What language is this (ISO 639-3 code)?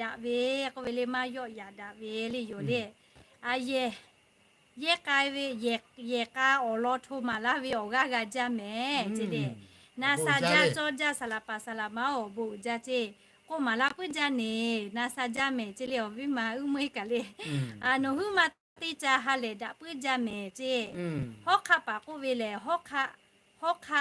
lhu